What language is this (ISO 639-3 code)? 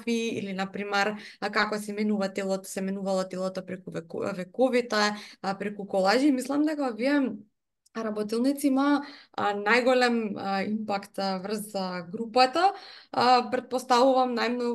mkd